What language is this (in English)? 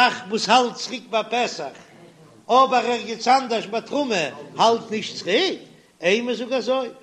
Yiddish